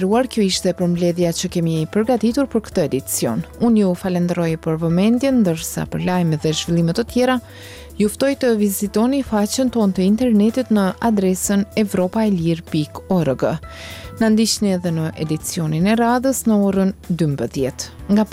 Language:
Albanian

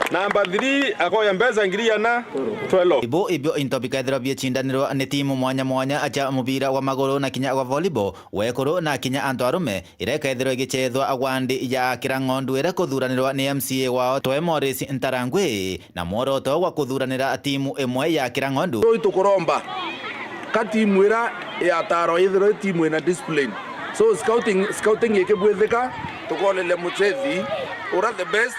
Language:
Meru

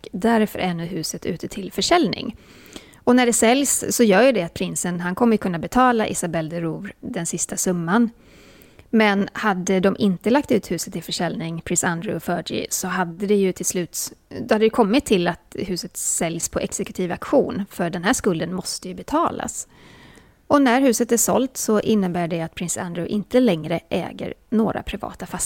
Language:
Swedish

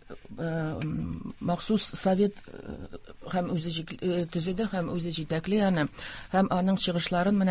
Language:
Tatar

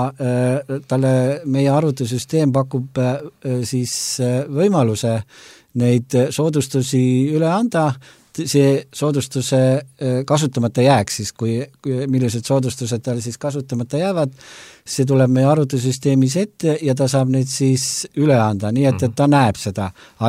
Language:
Estonian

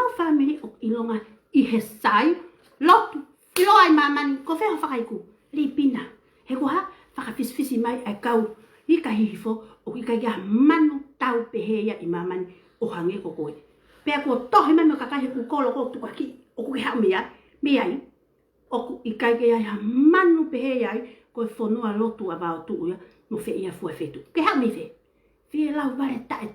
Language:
Tongan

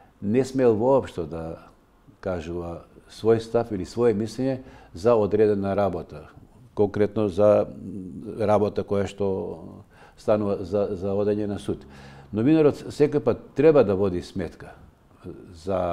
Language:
Macedonian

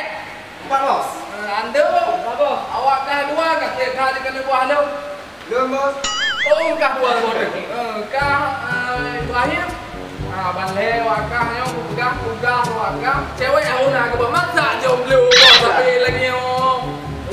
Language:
Achinese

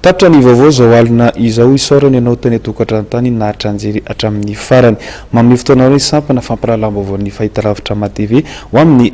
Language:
Malagasy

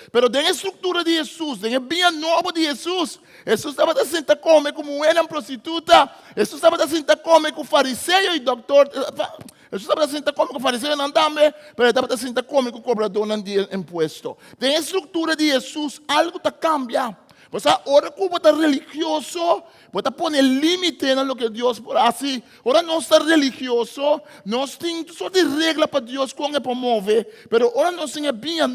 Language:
Papiamento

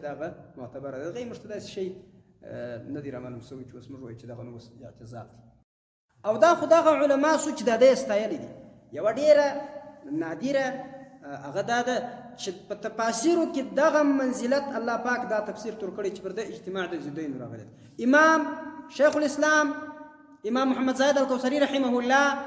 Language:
Pashto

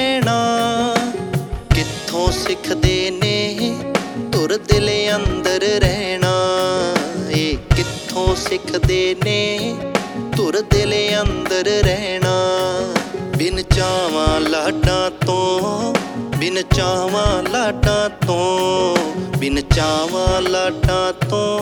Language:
Punjabi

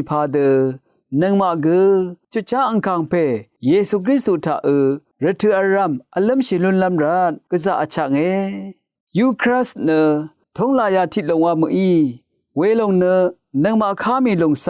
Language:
Rawang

